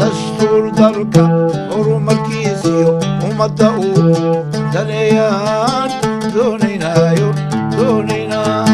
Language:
Somali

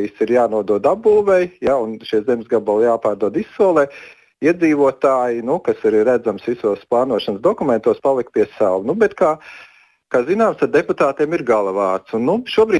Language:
Latvian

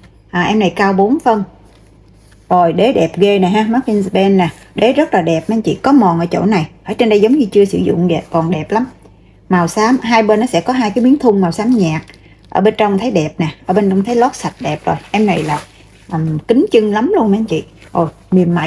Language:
Vietnamese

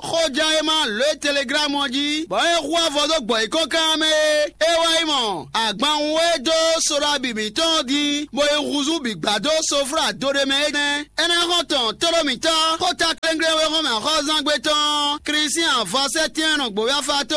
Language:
Fon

